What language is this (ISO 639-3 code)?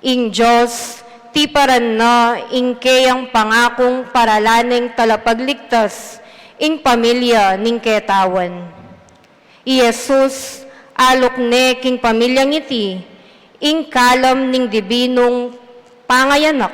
pam